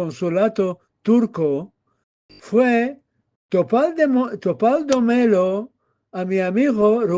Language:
Ladino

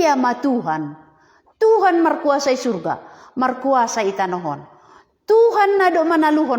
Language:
Batak Simalungun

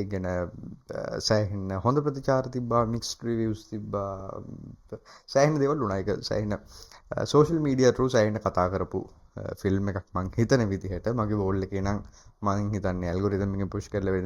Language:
Sinhala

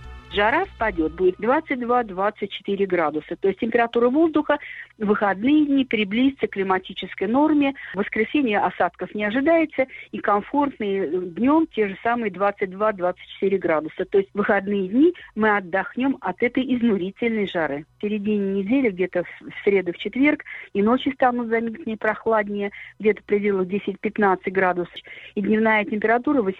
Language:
Russian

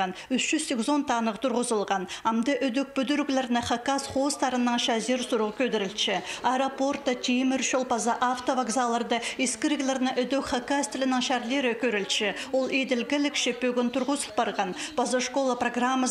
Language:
Khakas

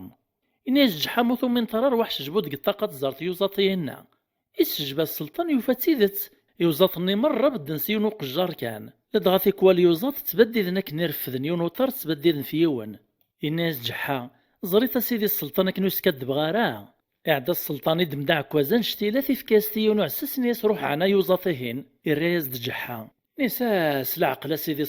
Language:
Kabyle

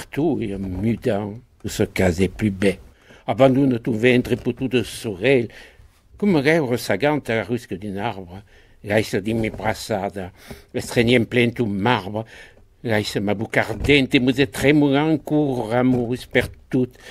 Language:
Occitan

